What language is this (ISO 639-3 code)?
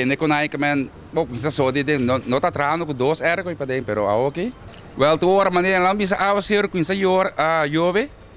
pap